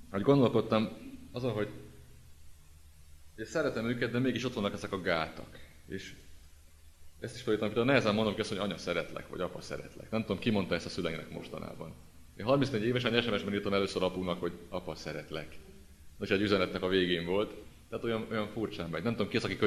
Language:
Hungarian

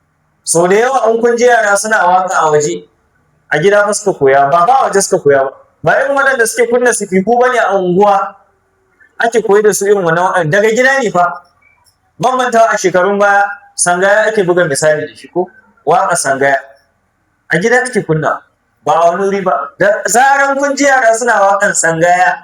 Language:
Hausa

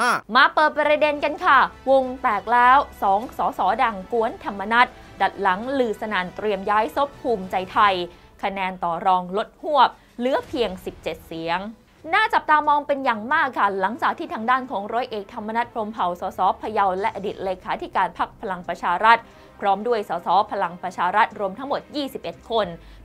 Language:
Thai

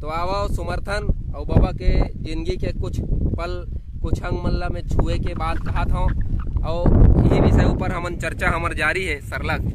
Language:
Chhattisgarhi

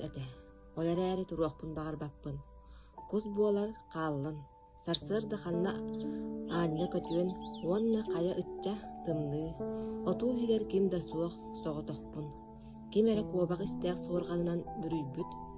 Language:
Yakut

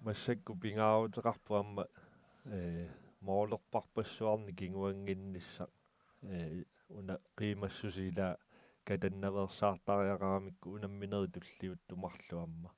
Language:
Kalaallisut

